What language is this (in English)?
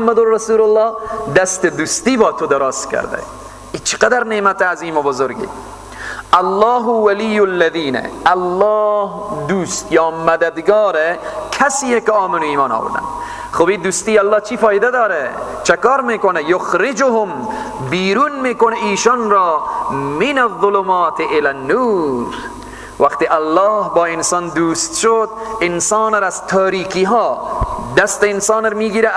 Persian